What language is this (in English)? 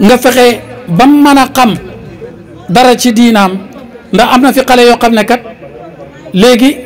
Wolof